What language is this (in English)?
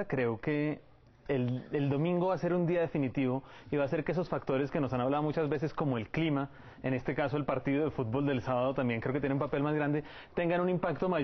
Spanish